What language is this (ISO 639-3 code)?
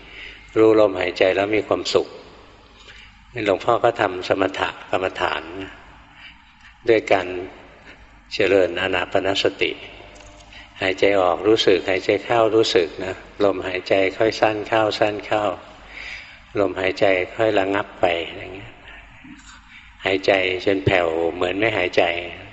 tha